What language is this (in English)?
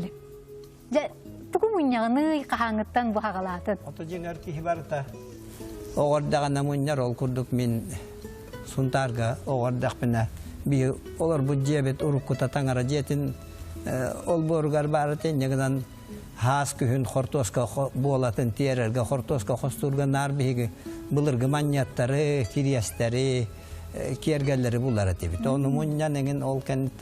Yakut